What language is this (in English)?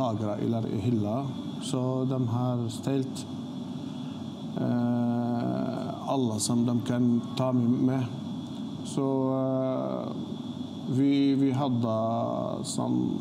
Norwegian